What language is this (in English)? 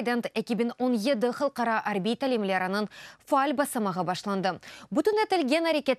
Crimean Tatar